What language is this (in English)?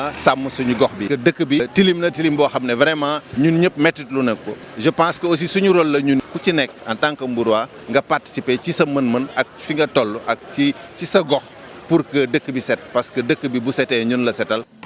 Wolof